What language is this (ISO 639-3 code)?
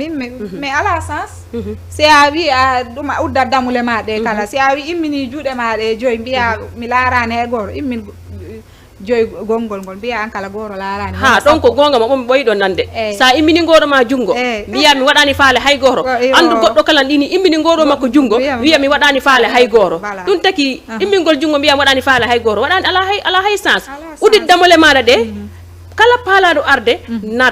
ful